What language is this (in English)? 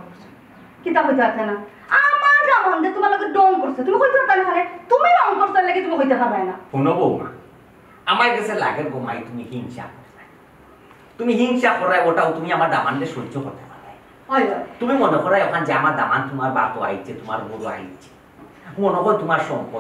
Sylheti